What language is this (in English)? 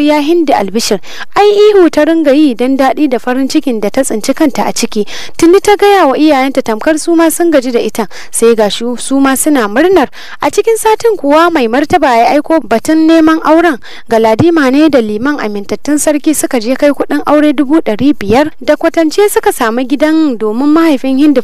Hausa